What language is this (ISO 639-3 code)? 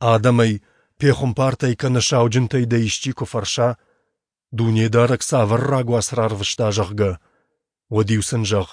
oss